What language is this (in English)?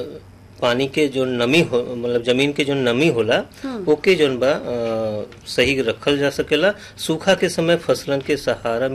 Bhojpuri